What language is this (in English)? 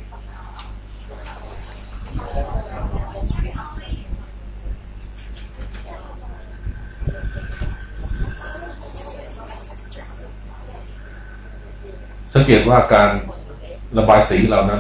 Thai